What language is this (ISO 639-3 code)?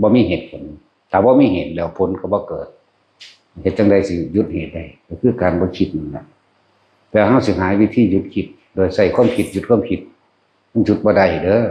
tts